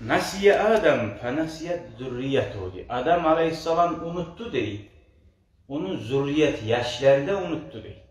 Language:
Kumyk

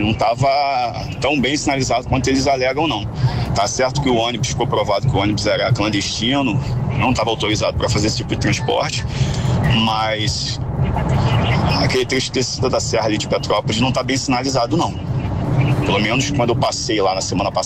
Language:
Portuguese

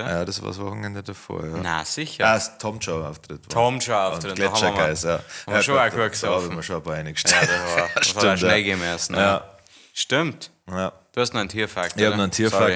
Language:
Bavarian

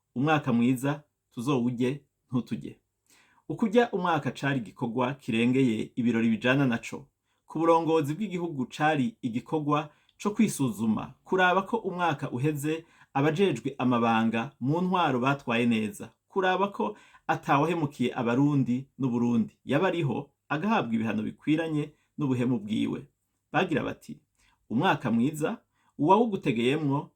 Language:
Rundi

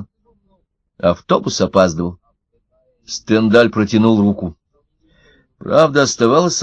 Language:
Russian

